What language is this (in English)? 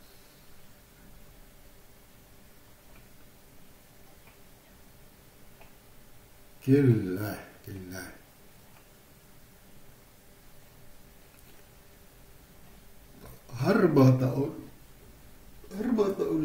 Finnish